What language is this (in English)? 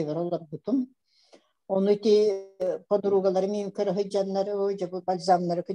Yakut